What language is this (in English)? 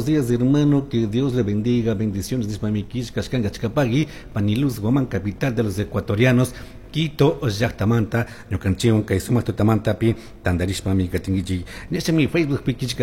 Chimborazo Highland Quichua